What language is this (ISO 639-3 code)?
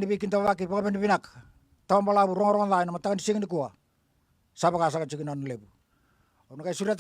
fij